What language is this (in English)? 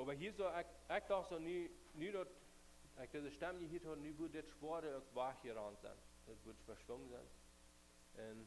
Plautdietsch